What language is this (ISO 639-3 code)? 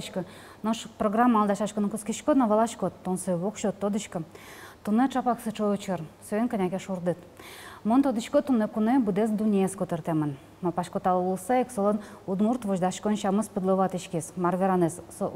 udm